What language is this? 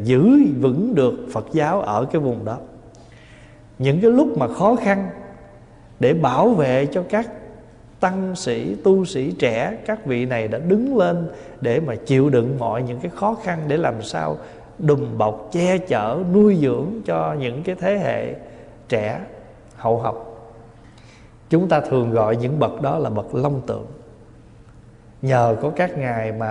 Vietnamese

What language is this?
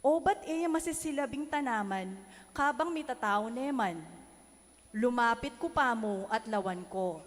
Pampanga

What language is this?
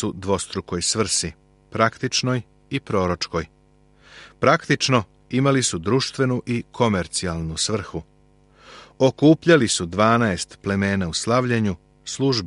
Serbian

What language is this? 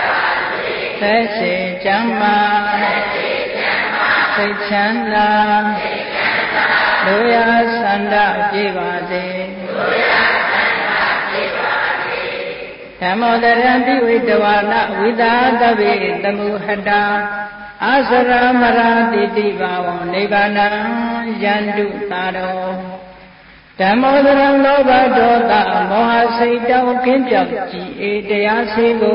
Burmese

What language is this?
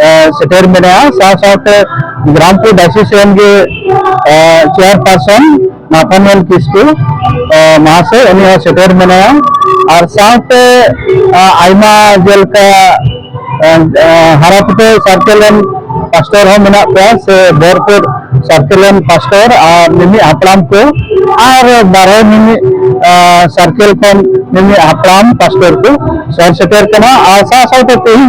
Santali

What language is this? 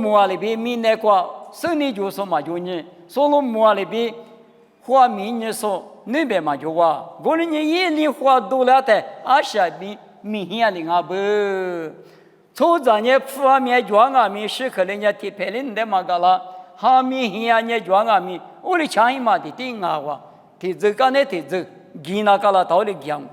Lisu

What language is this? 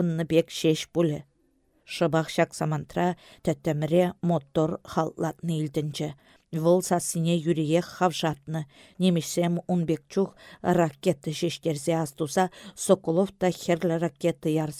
Chuvash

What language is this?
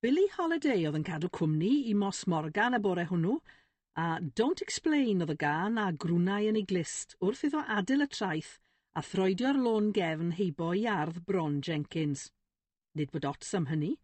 Welsh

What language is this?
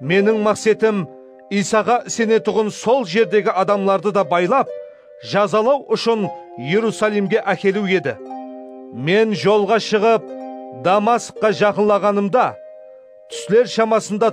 Kara-Kalpak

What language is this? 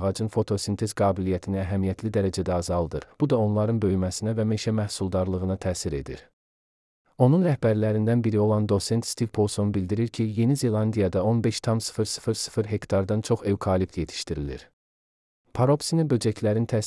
Azerbaijani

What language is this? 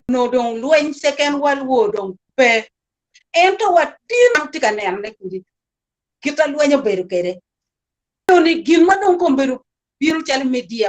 Acoli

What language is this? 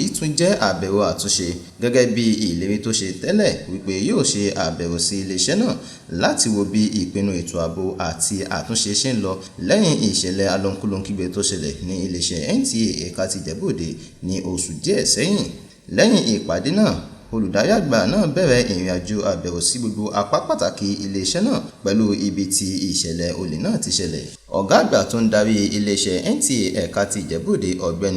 Yoruba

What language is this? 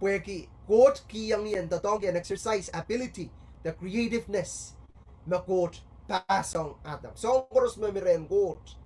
Pohnpeian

